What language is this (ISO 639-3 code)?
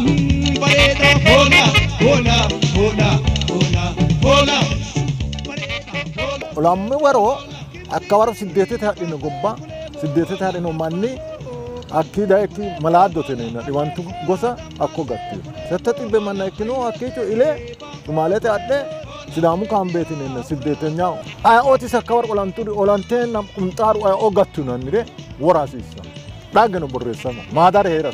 sid